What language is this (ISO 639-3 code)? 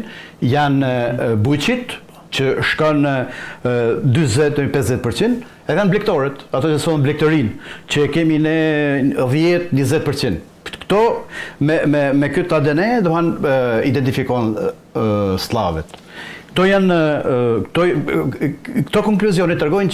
sqi